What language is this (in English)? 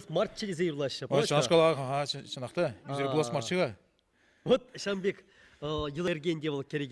Chuvash